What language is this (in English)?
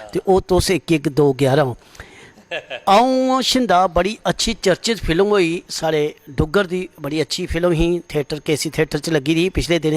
Dogri